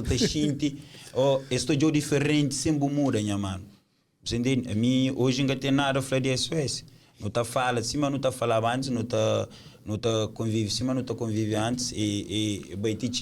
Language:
Kabuverdianu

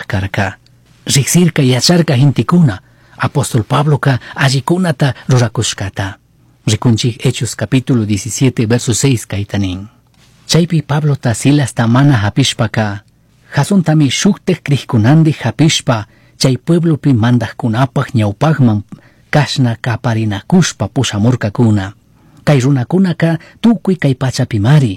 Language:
Chimborazo Highland Quichua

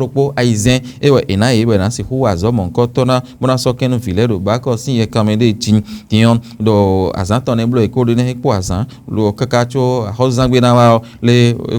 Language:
Fon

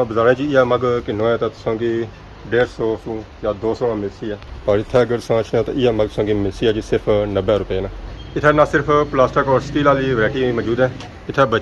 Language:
Pahari-Potwari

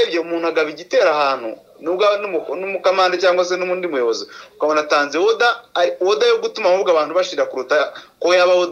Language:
Kinyarwanda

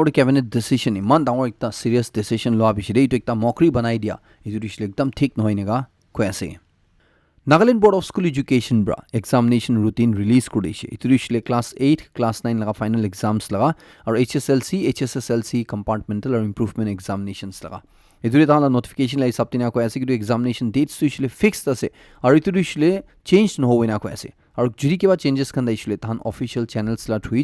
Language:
Naga Pidgin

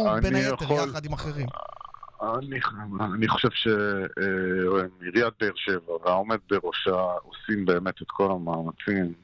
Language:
Hebrew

